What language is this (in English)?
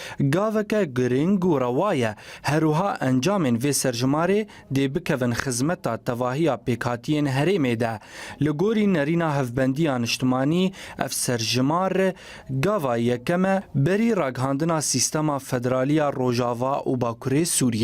Kurdish